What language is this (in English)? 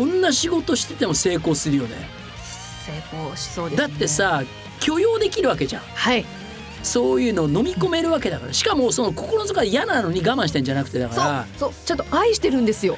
Japanese